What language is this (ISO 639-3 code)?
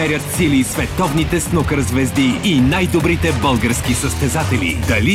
bul